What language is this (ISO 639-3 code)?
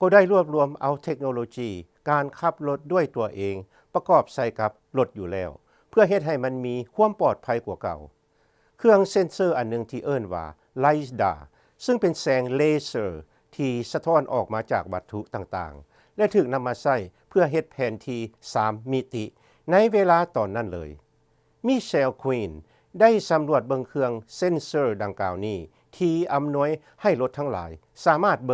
lao